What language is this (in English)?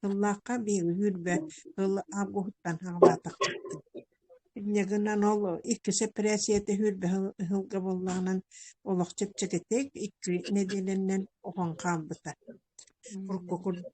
Yakut